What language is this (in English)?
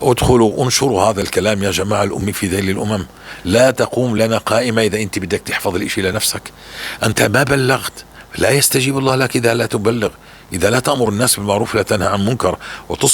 North Levantine Arabic